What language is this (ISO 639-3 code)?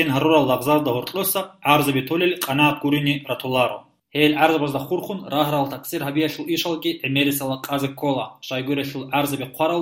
ava